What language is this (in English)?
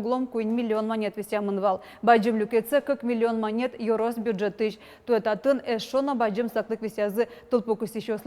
Udmurt